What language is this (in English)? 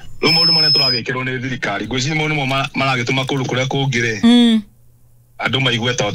Kikuyu